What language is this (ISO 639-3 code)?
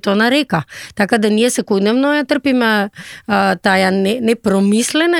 mkd